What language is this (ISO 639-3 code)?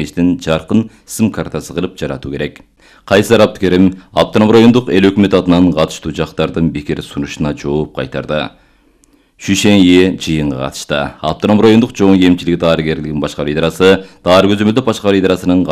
kir